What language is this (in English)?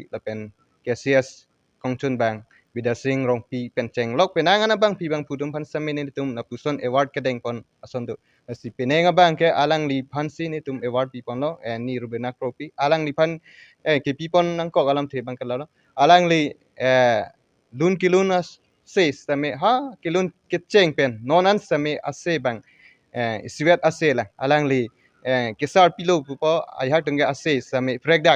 Karbi